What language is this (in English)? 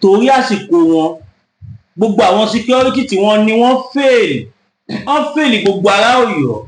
Yoruba